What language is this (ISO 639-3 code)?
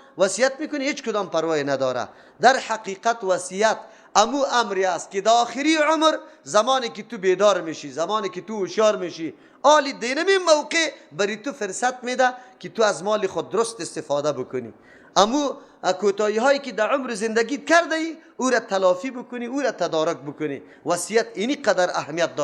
fas